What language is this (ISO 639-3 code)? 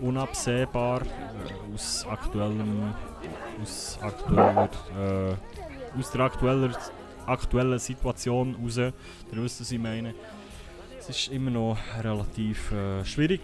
gsw